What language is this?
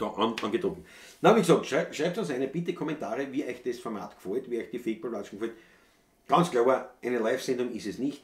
Bavarian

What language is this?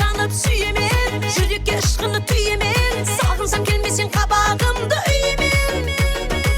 Kara-Kalpak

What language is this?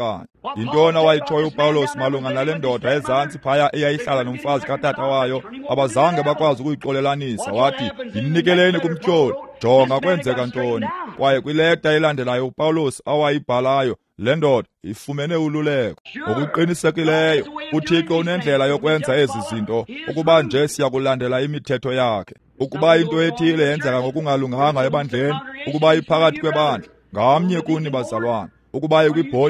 Xhosa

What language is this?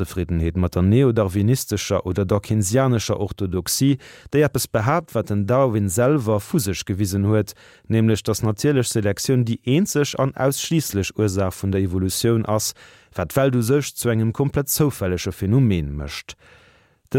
Luxembourgish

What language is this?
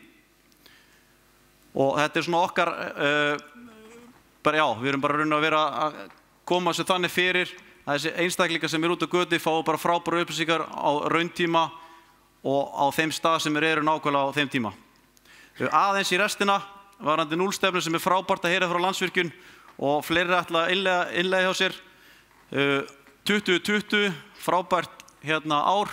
Icelandic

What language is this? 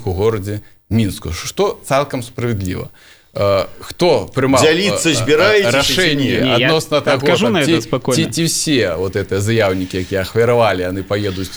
Belarusian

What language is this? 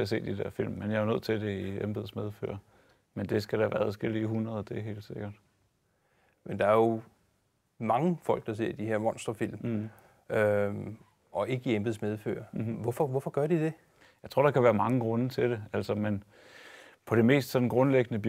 Danish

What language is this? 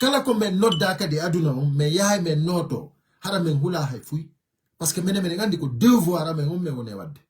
Fula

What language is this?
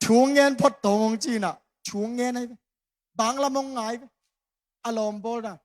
Tedim Chin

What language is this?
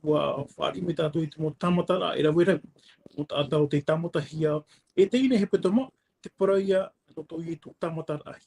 Tahitian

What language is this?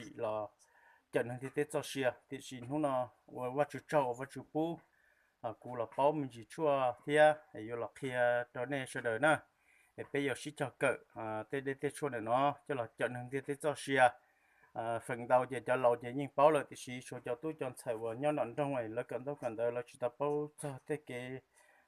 Hmong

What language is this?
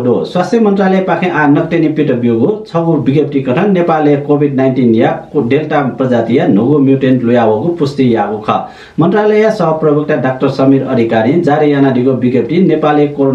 Newari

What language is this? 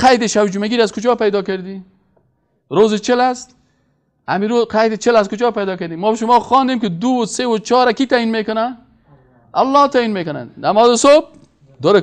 Persian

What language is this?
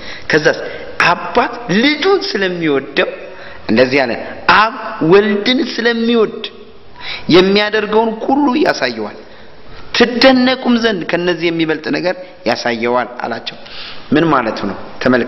Amharic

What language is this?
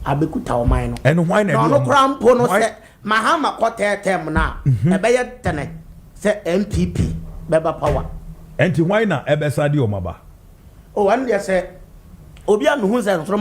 Akan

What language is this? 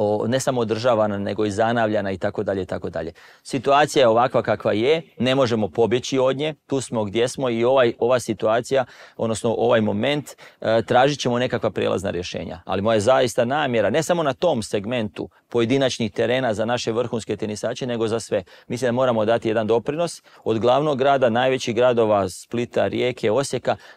Croatian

